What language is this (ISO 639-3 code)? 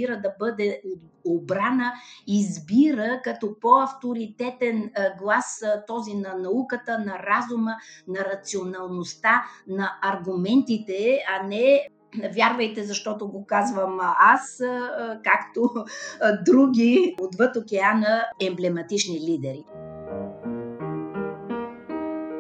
bul